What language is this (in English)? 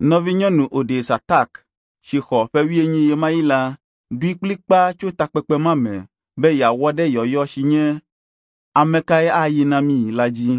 Ewe